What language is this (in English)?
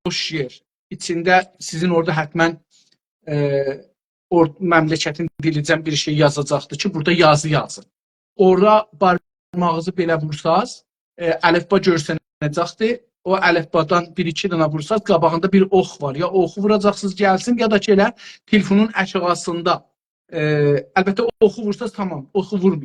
South Azerbaijani